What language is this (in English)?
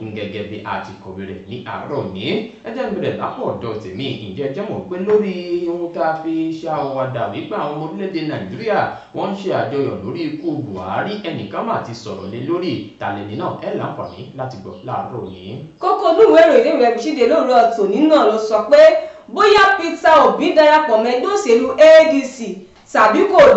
Yoruba